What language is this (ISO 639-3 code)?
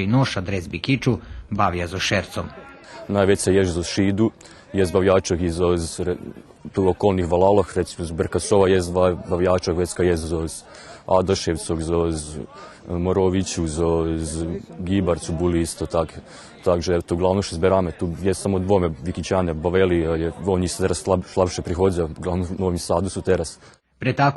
rue